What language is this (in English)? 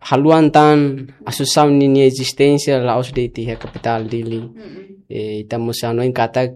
Tetum